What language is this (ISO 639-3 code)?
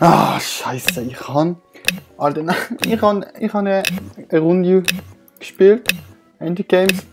gsw